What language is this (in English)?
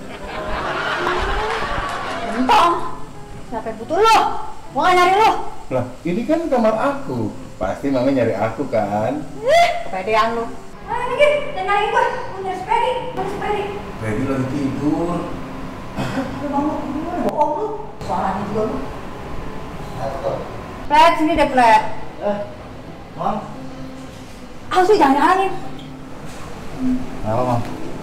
Indonesian